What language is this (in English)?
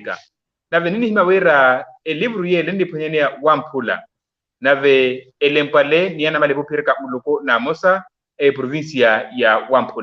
Makhuwa